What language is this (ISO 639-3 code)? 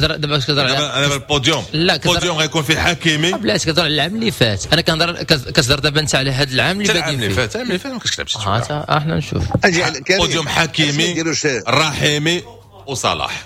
ary